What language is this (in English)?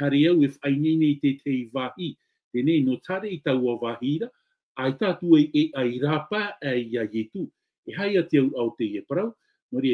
Tahitian